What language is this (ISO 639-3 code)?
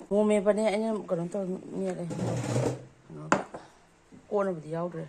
mni